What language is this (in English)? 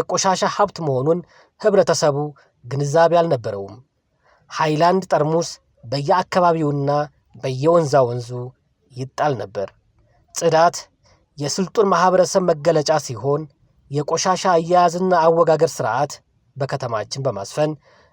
Amharic